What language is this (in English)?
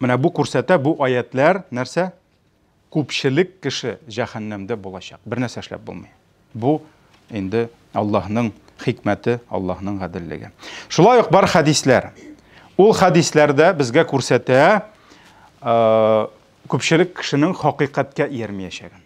Tatar